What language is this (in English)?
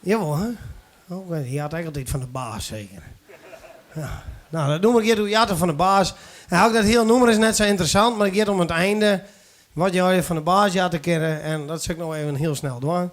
Western Frisian